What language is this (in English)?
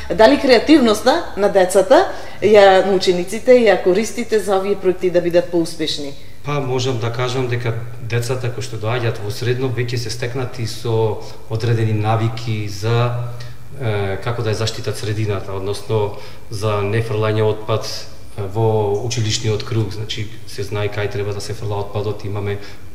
Macedonian